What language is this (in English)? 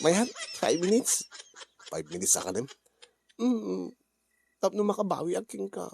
Iloko